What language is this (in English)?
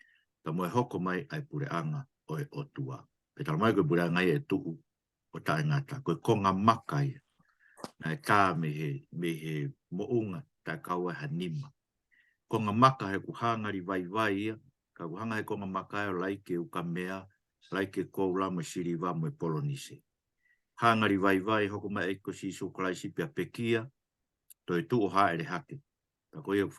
Tongan